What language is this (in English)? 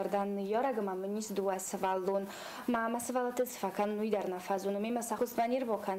Ossetic